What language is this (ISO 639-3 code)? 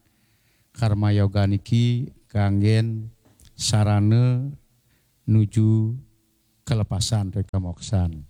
ban